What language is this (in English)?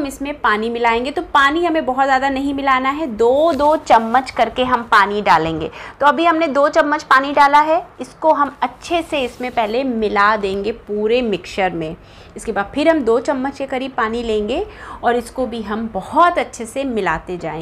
Hindi